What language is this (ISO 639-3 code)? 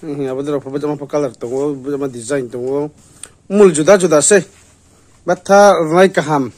ria